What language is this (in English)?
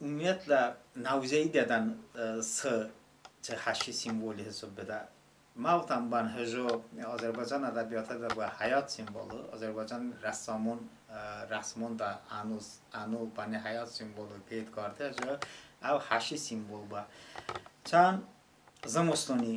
Talysh